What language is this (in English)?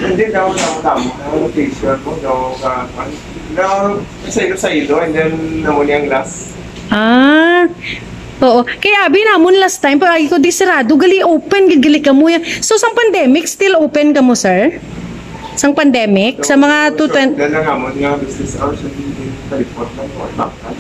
Hiligaynon